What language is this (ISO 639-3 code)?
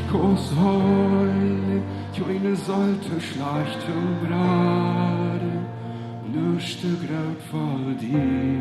pdt